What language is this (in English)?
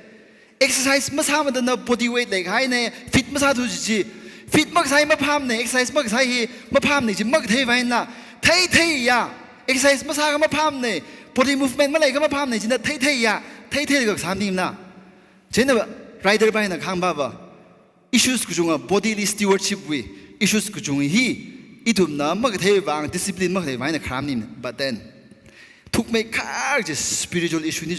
Tangkhul Naga (India)